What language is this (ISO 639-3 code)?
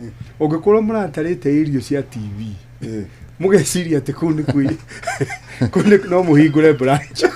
kik